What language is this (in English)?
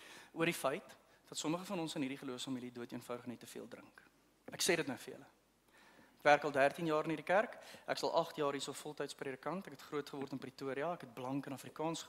Afrikaans